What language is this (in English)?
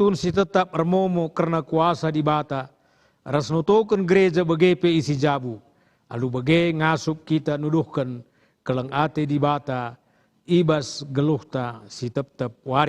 Batak Karo